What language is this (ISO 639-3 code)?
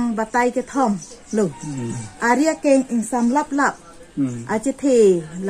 mjw